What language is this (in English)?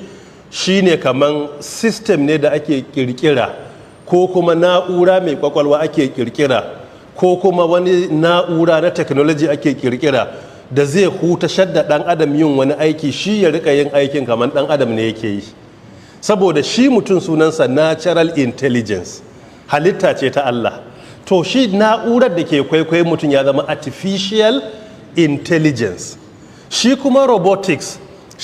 Hausa